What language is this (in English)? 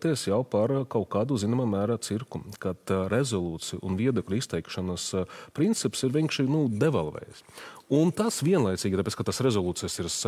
Latvian